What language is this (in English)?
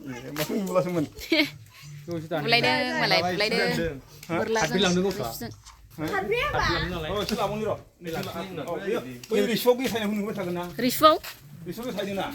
Bodo